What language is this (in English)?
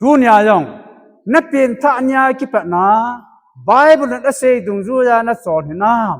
Thado Chin